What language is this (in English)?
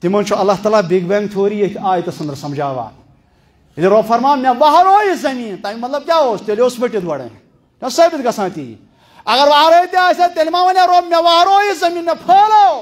Kashmiri